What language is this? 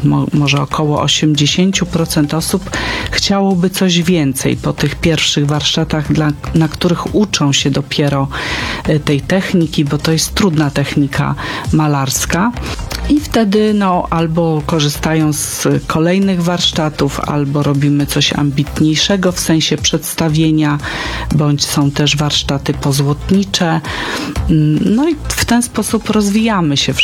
Polish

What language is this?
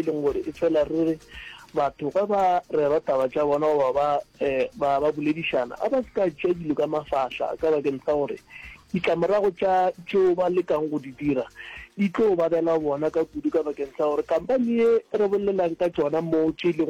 Northern Sotho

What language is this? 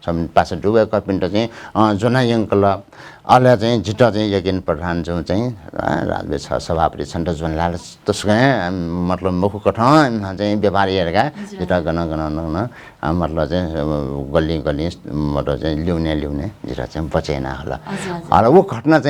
Newari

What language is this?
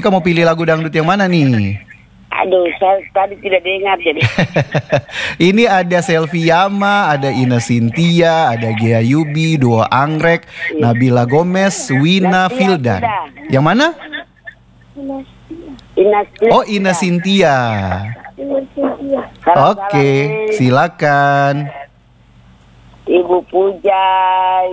Indonesian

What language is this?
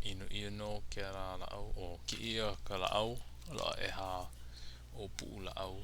Hawaiian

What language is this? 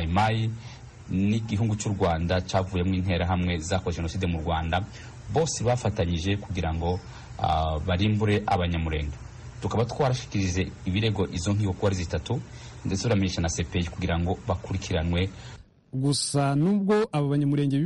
Kinyarwanda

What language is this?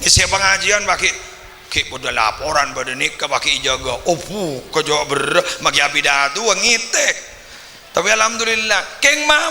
Madurese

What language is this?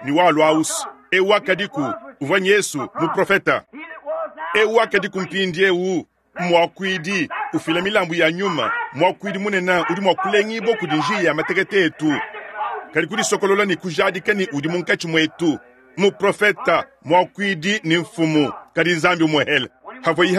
Luba-Lulua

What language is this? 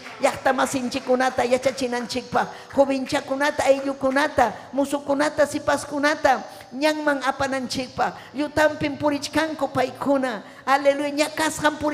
Ayacucho Quechua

